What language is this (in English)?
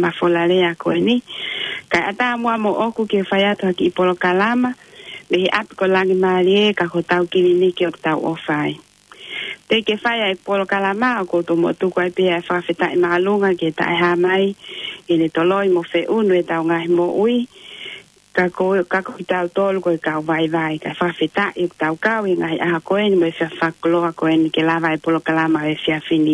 Tongan